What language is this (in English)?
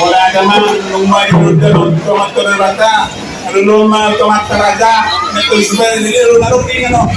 Batak Toba